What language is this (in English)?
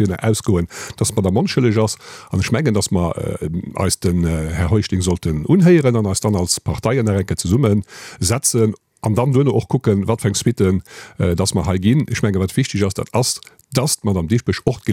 Luxembourgish